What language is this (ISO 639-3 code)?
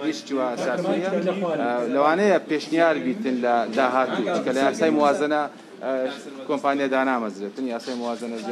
ckb